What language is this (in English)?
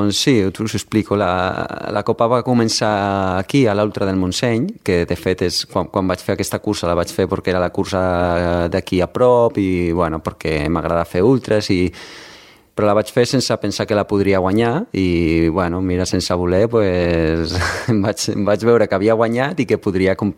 Catalan